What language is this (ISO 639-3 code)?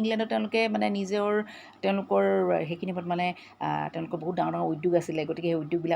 asm